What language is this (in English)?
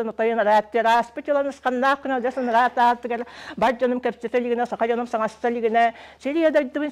Yakut